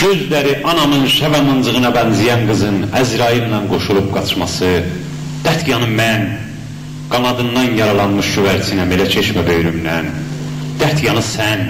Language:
South Azerbaijani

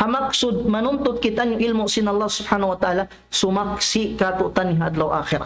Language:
Tausug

